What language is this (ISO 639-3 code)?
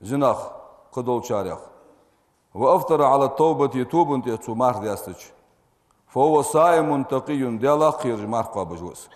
inh